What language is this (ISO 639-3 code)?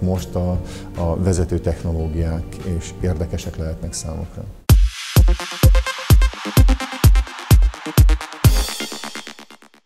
hun